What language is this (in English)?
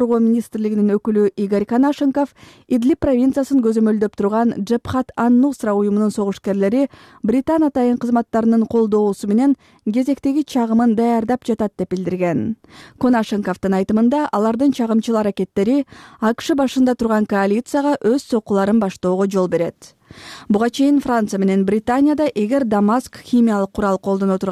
Kyrgyz